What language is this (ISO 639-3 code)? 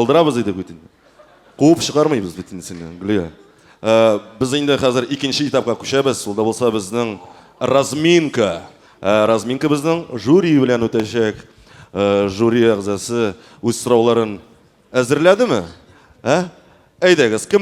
tat